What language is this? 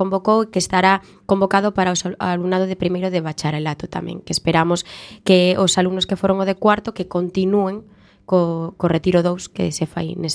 Galician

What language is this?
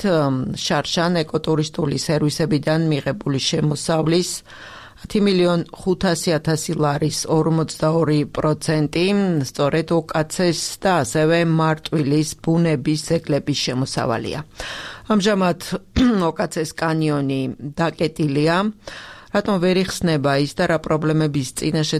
Georgian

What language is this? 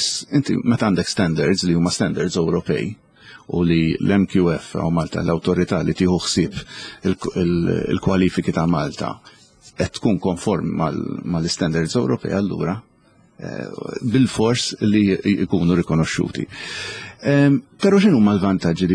Maltese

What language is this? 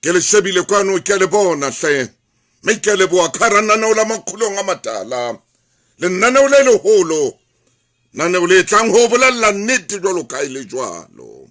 Southern Sotho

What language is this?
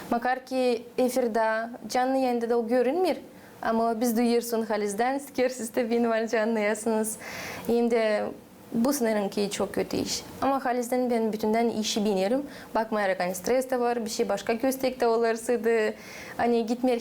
Gagauz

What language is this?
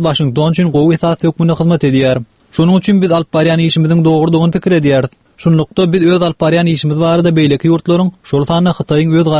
Turkmen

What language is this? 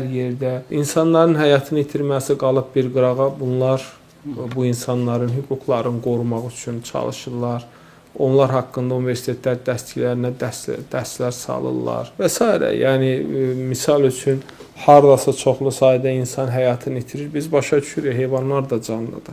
Azerbaijani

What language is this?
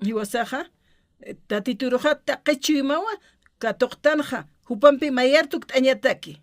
Aymara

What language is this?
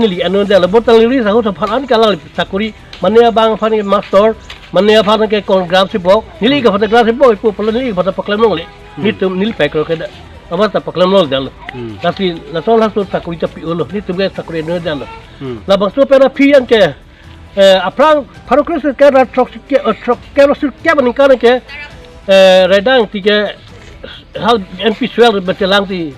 Karbi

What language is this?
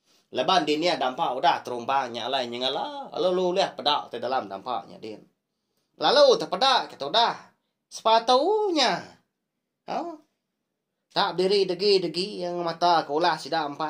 Iban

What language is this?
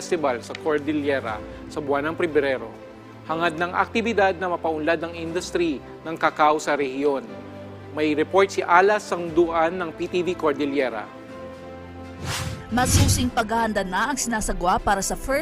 Filipino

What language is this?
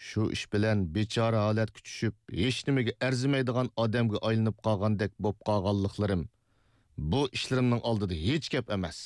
Uyghur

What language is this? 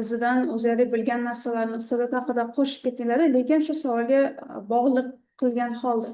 Uzbek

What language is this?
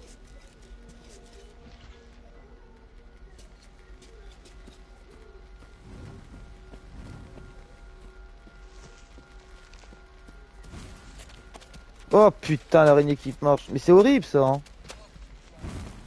French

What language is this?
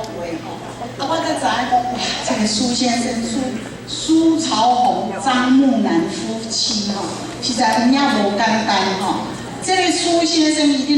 Min Nan Chinese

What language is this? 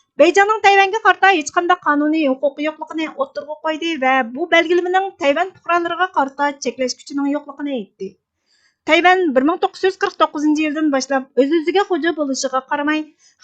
Uyghur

